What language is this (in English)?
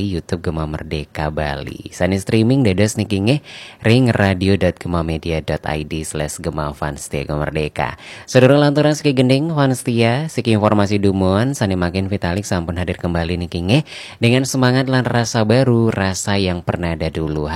Balinese